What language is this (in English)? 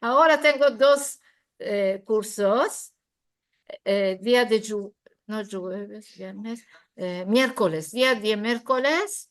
Ladino